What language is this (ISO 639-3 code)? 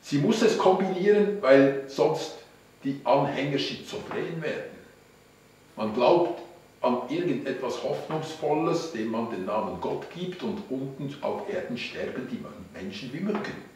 gsw